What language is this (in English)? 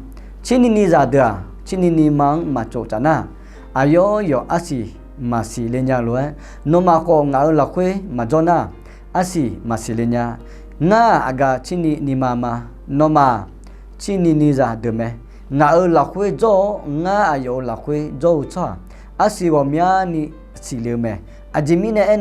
Akha